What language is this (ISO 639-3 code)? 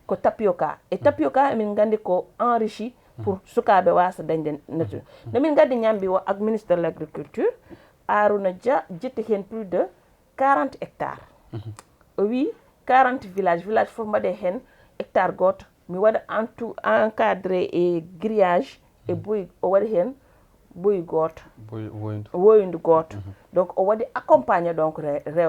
ful